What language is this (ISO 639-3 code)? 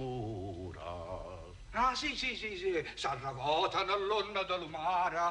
nap